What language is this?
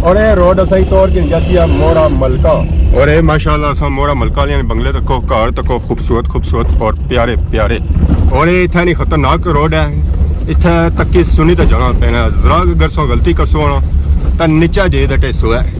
Pahari-Potwari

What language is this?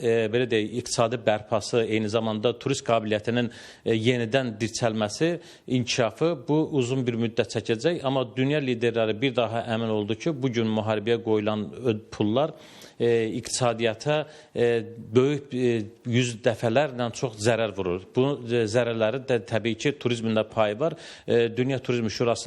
Azerbaijani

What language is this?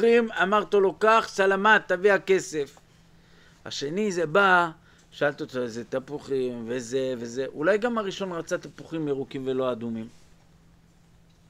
Hebrew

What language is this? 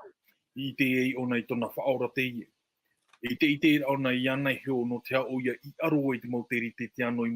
Tahitian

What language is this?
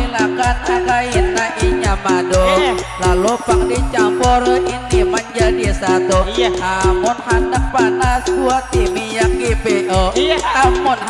Banjar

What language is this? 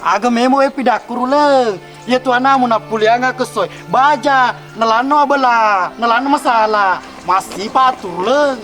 Buginese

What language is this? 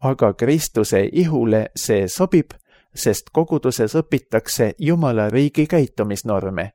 Estonian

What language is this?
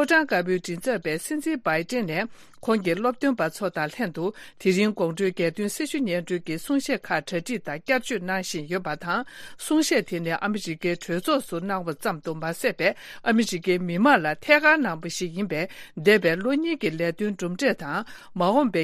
Tibetan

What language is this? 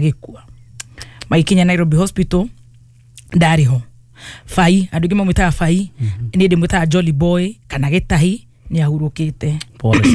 Kikuyu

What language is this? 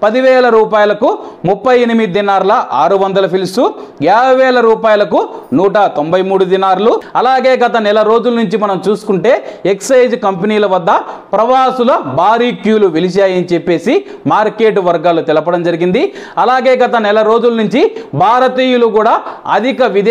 Telugu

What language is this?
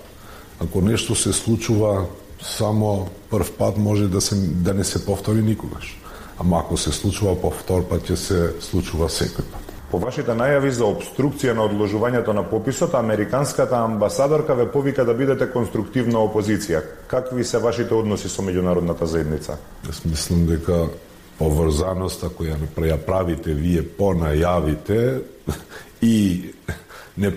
Macedonian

